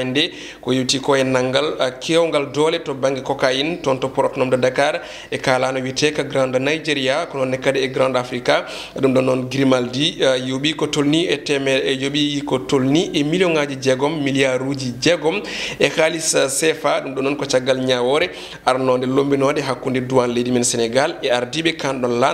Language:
Fula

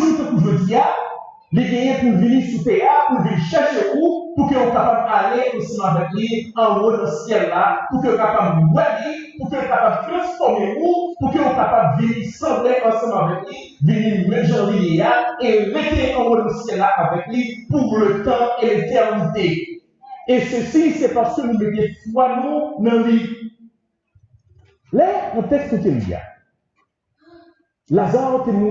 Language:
French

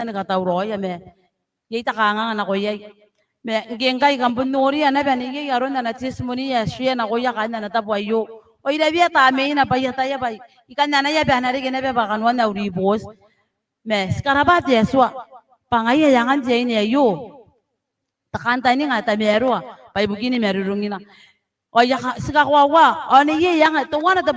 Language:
Gilbertese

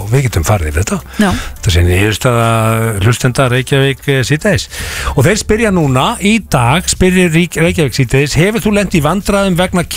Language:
Icelandic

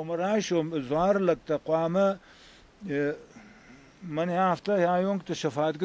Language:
Ossetic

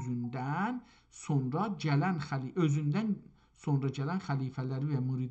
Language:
South Azerbaijani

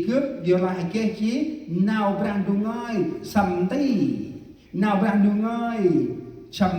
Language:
Central Mnong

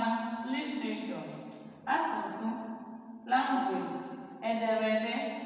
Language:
Igbo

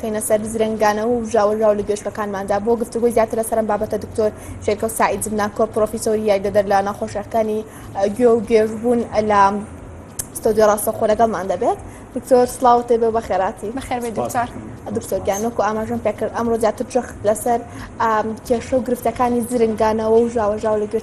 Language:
Central Kurdish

